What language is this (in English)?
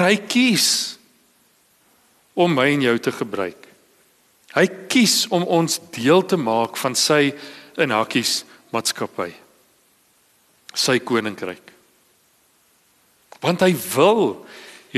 Afrikaans